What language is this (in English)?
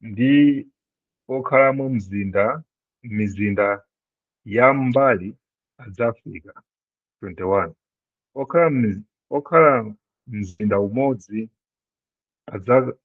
Nyanja